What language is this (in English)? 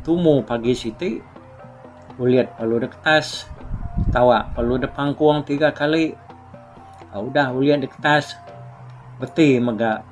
Iban